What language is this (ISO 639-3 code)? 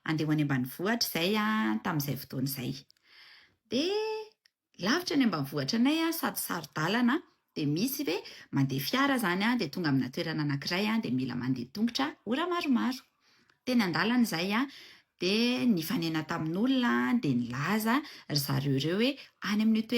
mlg